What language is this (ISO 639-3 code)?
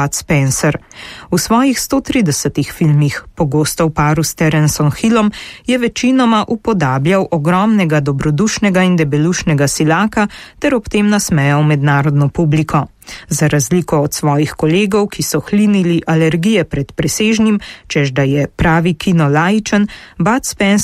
slv